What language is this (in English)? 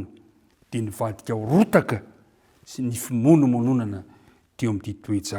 Malagasy